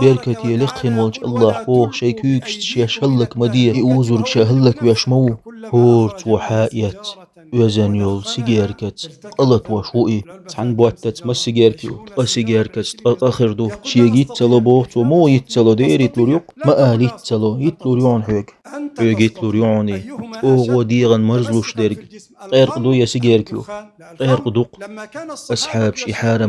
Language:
Chechen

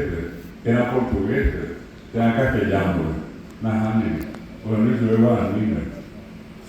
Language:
Guarani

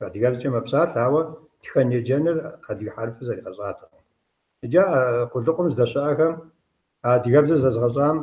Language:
Kabardian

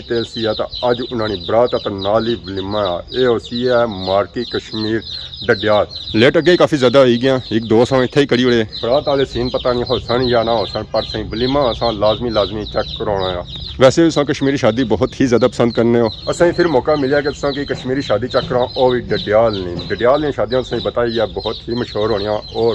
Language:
Pahari-Potwari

